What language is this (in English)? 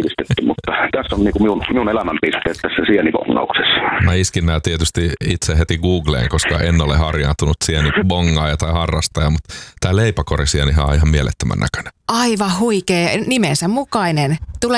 Finnish